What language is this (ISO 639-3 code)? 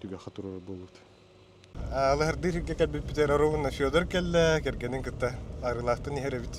sah